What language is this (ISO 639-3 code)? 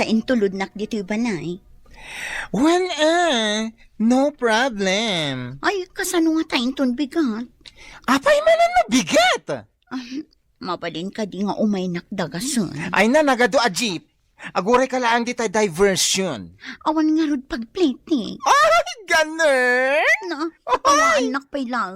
ilo